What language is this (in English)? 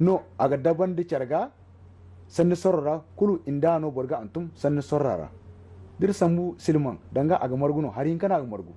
Zarma